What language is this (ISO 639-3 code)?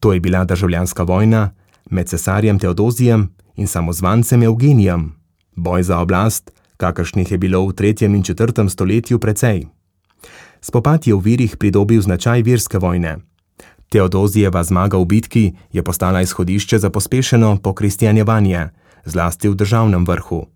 slv